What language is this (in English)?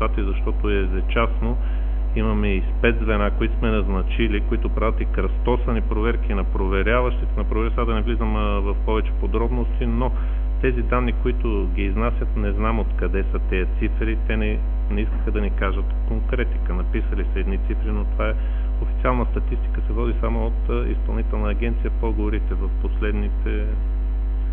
Bulgarian